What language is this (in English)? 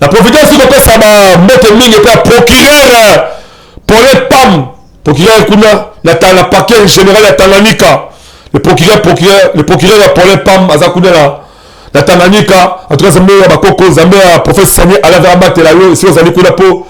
Lingala